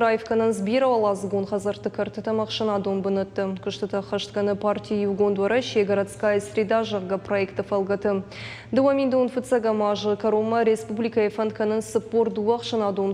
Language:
Ossetic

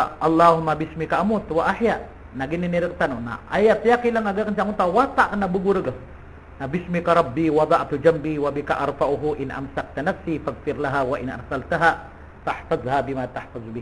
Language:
Maranao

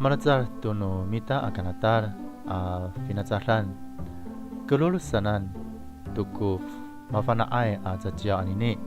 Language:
Amis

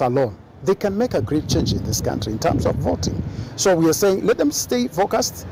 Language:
Kamba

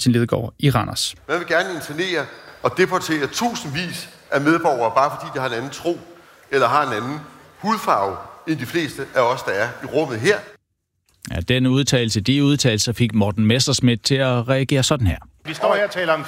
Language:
Danish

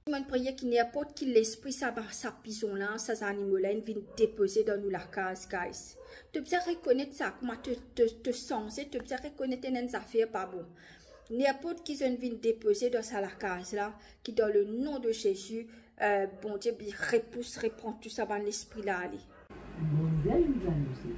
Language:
Morisyen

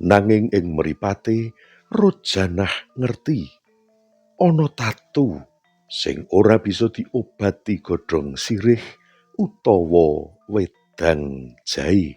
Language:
Javanese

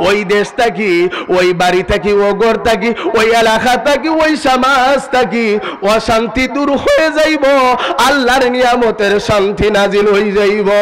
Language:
Sylheti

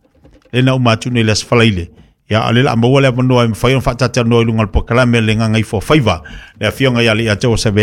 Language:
Samoan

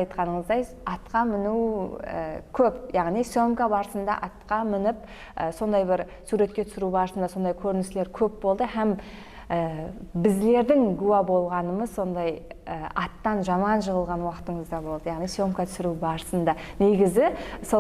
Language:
Kara-Kalpak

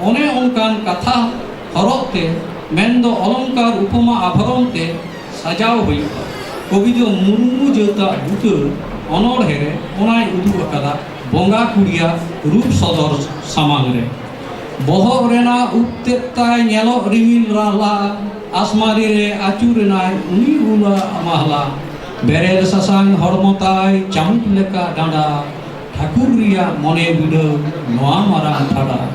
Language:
Santali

